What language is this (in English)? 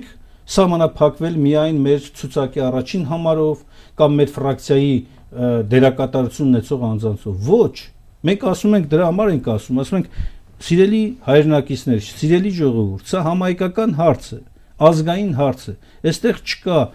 Armenian